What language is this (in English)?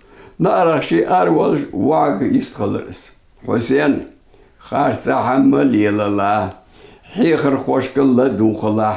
Ingush